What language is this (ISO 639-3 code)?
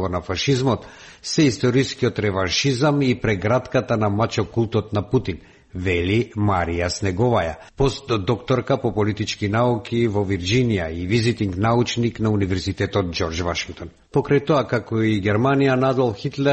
mkd